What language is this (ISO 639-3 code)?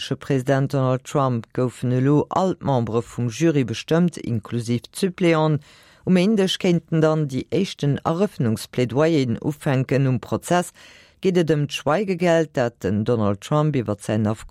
ltz